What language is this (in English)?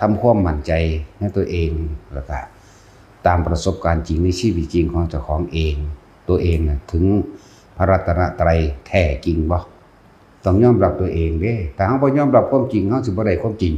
Northeastern Thai